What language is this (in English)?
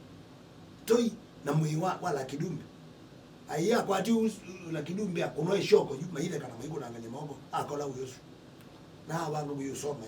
Kamba